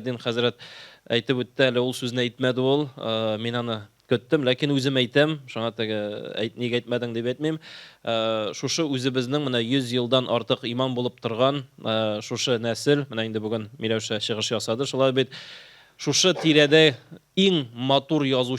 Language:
Tatar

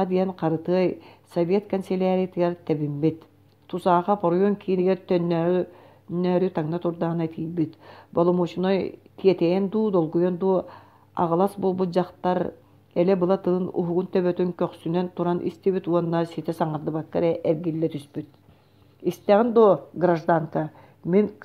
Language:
Yakut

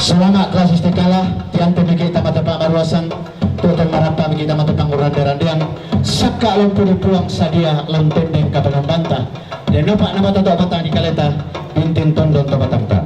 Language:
Toraja-Sa'dan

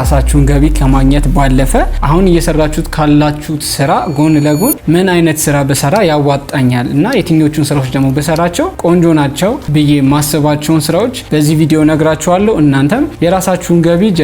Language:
Amharic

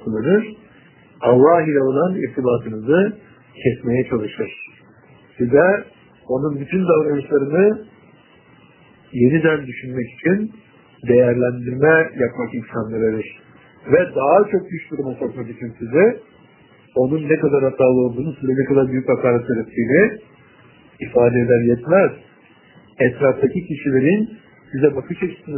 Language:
Turkish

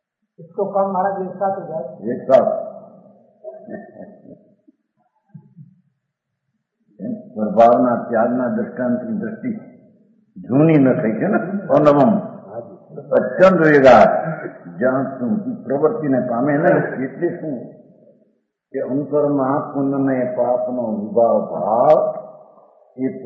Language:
Gujarati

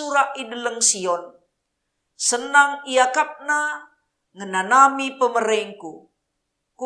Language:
Batak Karo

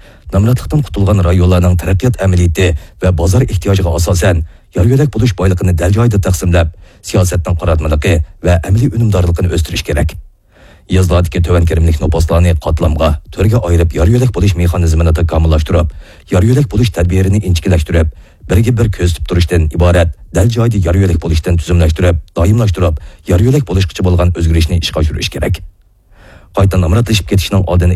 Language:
Uyghur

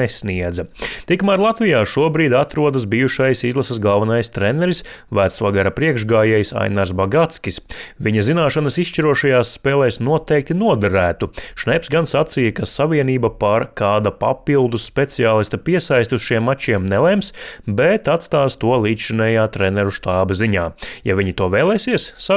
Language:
Latvian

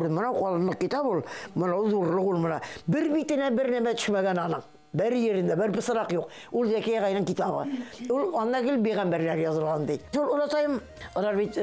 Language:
Bashkir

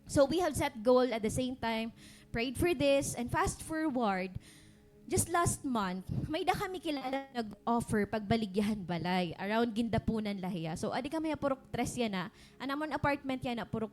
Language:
Waray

